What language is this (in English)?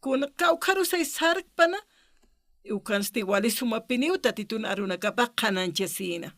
Aymara